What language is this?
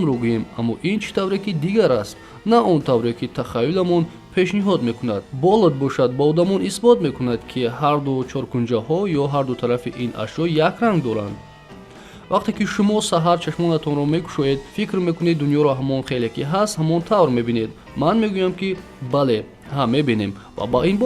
Tajik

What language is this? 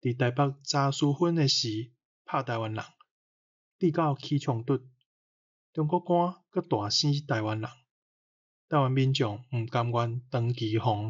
Min Nan Chinese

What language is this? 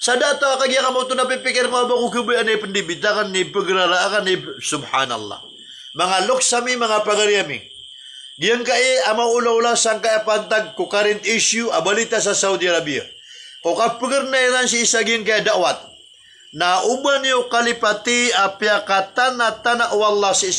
Maranao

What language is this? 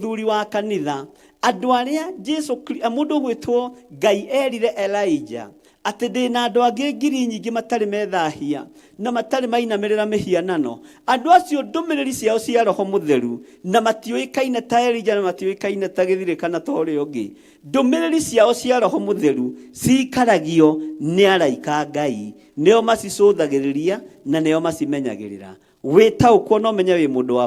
Kikuyu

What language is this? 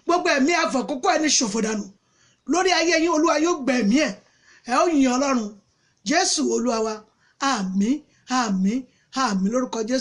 Yoruba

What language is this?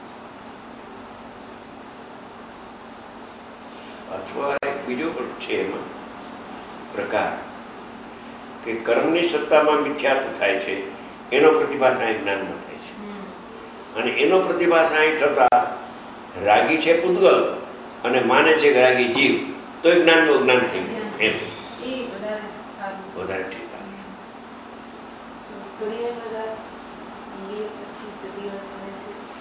Gujarati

